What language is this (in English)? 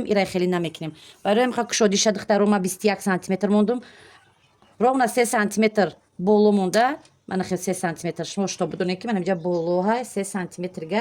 Tajik